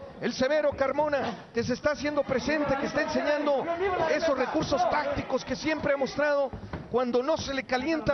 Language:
Spanish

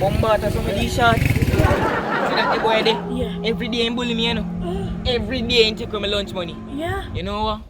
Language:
Jamaican Creole English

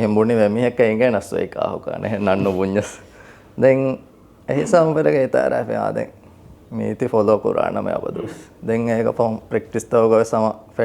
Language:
Divehi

